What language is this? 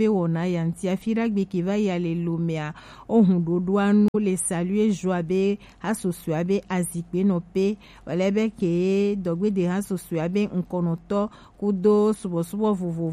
Gen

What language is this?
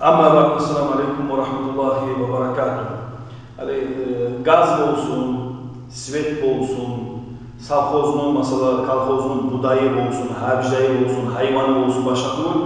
Kumyk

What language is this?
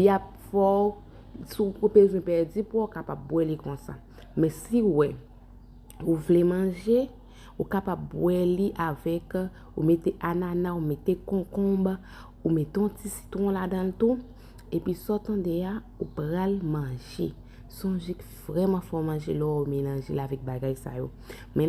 Haitian Creole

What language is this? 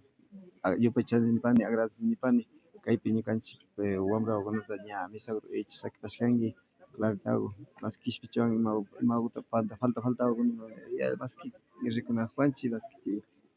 Imbabura Highland Quichua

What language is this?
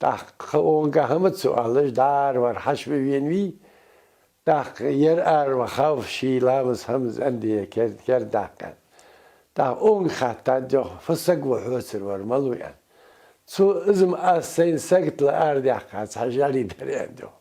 Ingush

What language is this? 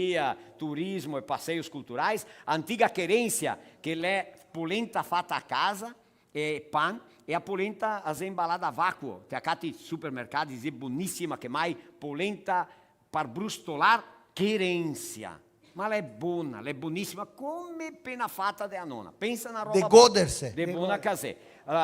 Venetian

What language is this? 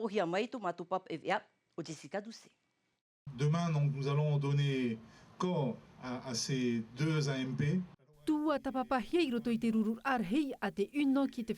Tahitian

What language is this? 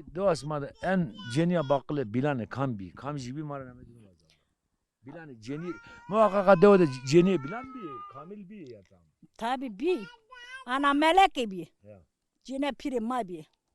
Zaza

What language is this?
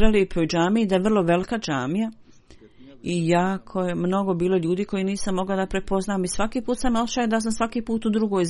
Bosnian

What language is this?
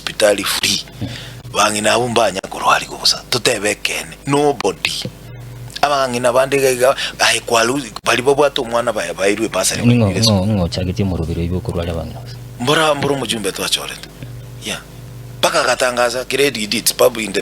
Gusii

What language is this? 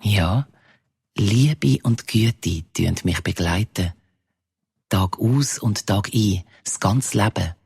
Swiss German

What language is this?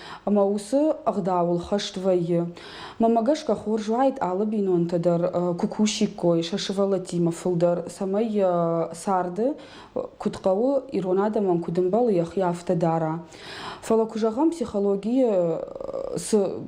Ossetic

